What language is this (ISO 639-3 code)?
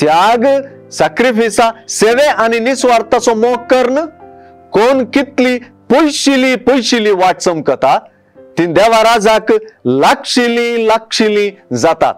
kok